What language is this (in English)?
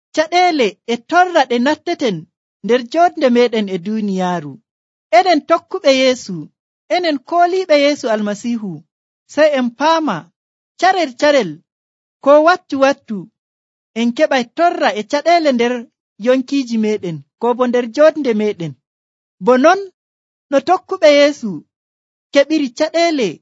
Nigerian Fulfulde